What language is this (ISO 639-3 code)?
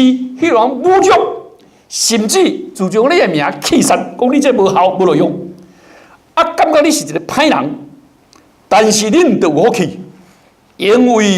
nan